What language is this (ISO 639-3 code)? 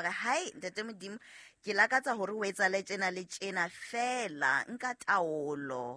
sot